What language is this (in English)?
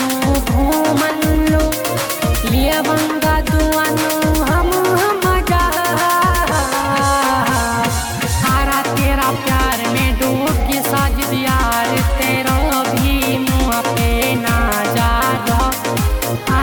Bhojpuri